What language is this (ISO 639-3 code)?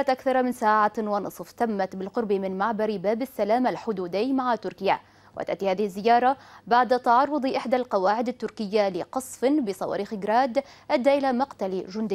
ara